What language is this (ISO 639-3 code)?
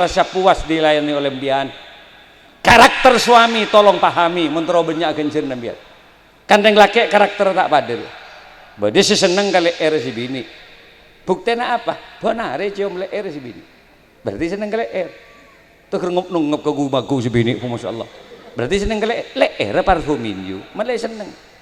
mad